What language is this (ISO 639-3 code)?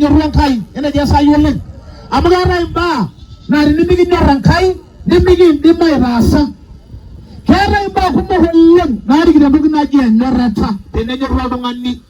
mas